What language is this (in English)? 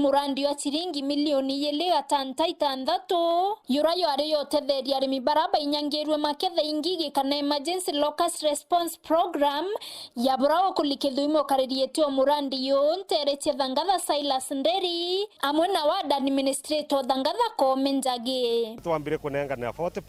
Meru